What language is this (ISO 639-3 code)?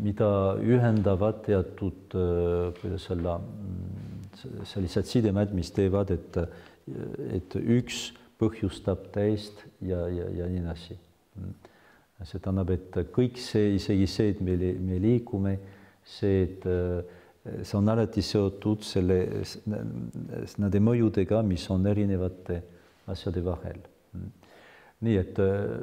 est